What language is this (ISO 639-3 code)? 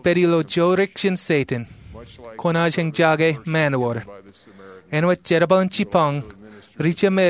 mah